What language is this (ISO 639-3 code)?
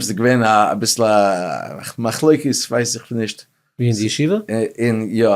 yid